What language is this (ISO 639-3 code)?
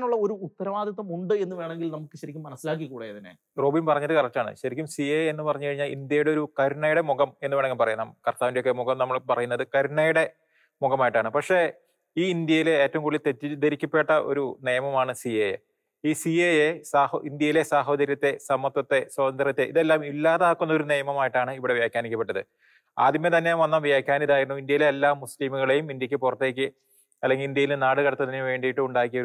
mal